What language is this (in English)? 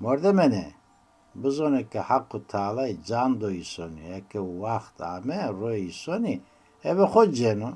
Zaza